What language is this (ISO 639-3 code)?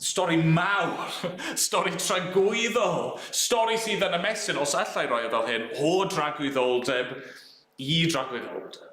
cym